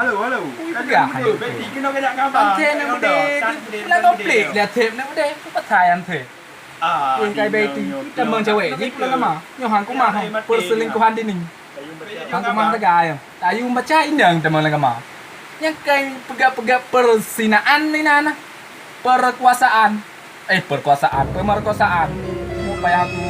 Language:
Achinese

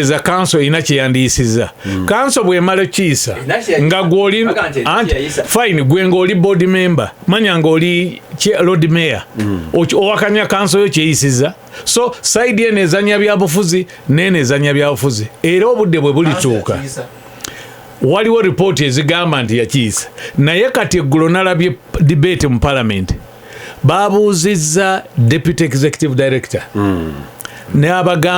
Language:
Ganda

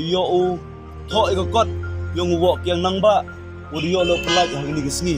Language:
Khasi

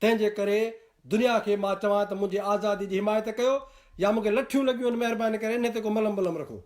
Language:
Sindhi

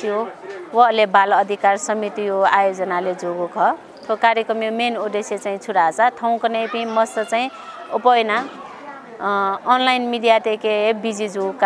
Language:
Newari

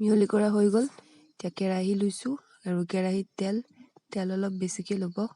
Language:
Assamese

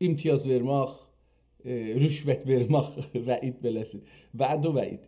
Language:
South Azerbaijani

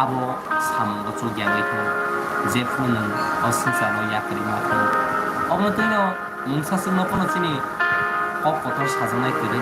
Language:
Kok Borok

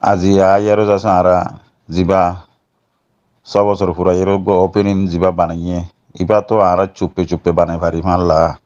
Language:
Rohingya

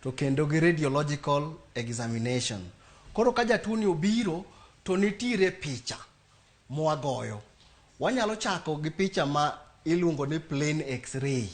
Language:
Luo (Kenya and Tanzania)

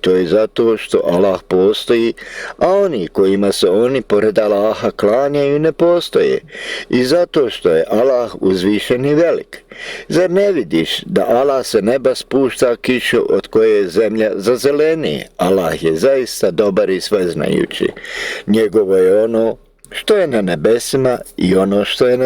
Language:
Bosnian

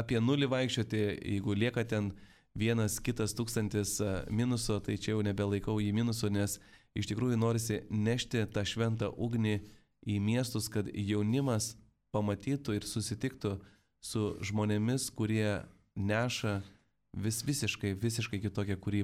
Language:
Lithuanian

